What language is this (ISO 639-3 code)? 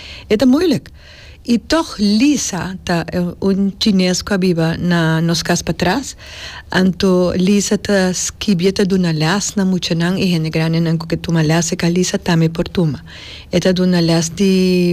pap